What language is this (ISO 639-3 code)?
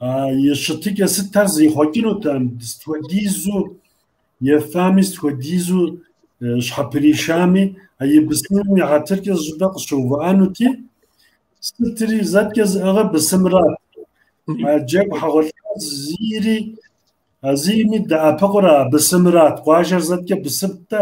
kbd